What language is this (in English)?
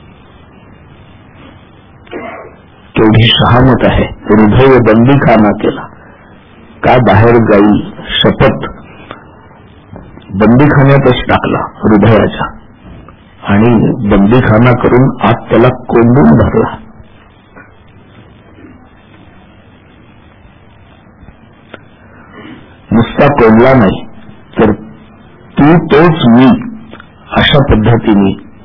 Marathi